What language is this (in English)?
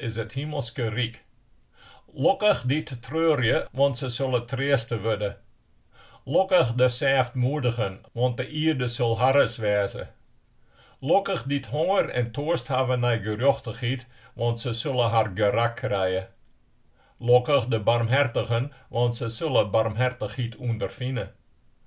Western Frisian